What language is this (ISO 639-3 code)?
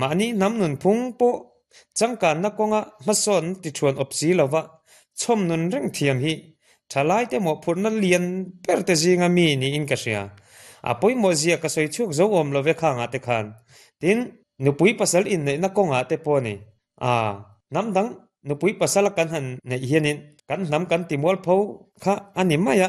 lus